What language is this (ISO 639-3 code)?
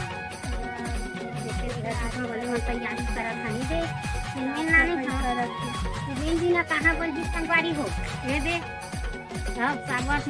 hne